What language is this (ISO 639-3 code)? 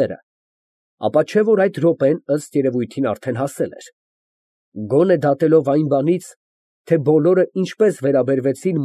hye